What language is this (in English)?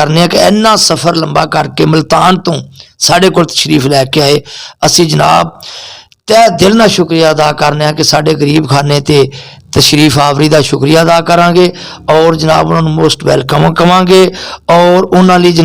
Western Panjabi